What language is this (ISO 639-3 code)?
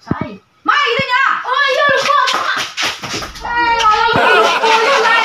min